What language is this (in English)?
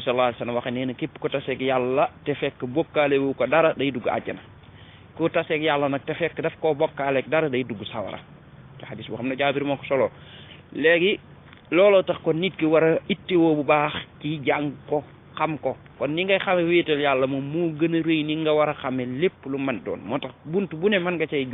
Wolof